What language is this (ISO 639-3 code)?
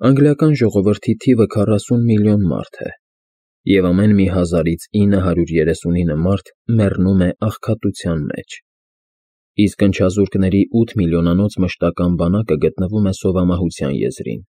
hye